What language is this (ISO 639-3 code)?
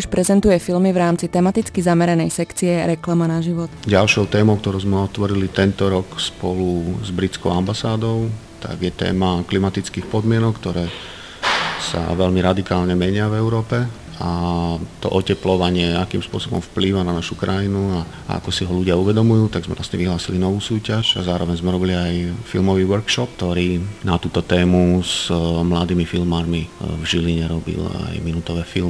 slk